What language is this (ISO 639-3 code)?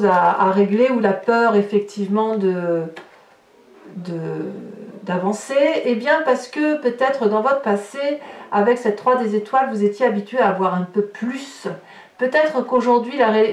fra